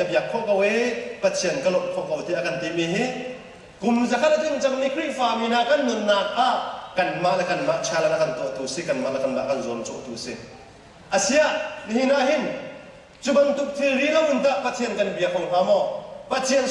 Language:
Hakha Chin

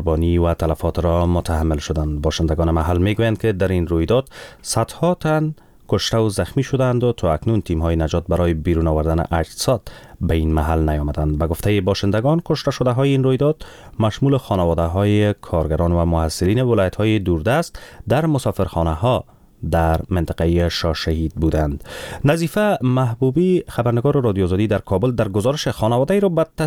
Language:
Persian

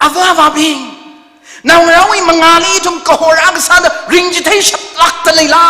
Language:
Tangkhul Naga (India)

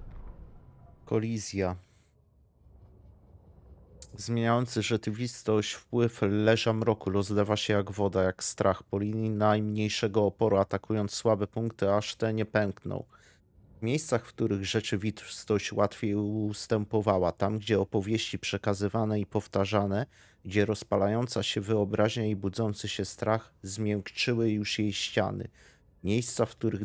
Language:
Polish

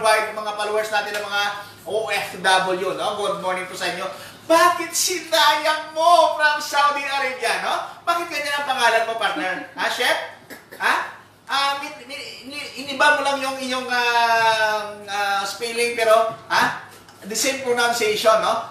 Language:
Filipino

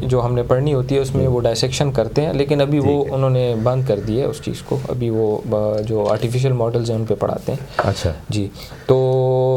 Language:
Urdu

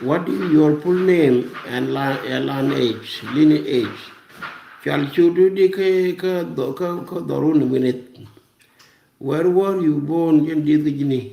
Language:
Nuer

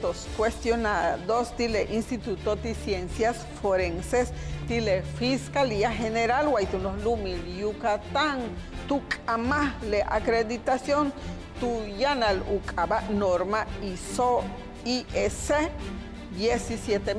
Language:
Yucateco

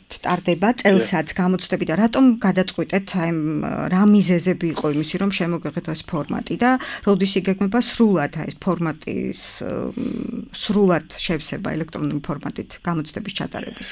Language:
Georgian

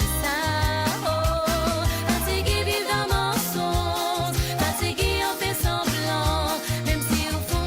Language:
Morisyen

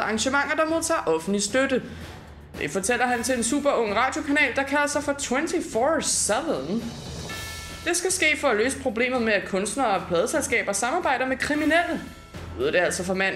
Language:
Danish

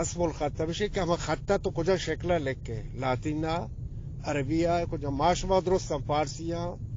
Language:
Eastern Balochi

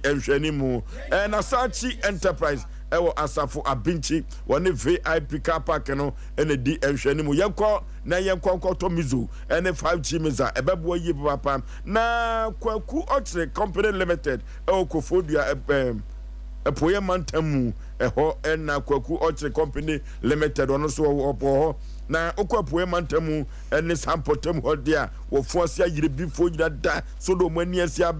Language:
Akan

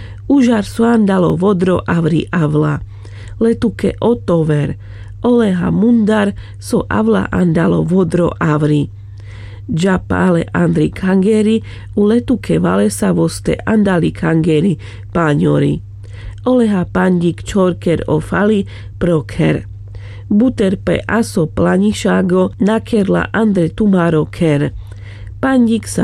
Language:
Carpathian Romani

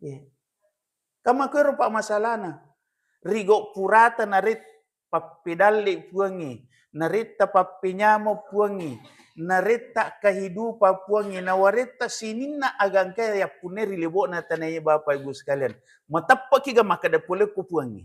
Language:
Buginese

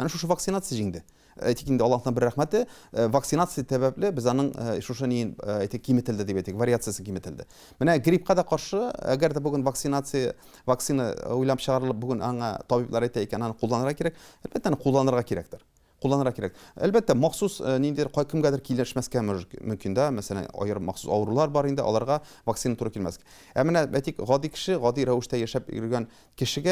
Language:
Tatar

